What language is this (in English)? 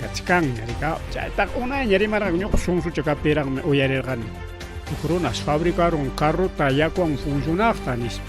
Ayacucho Quechua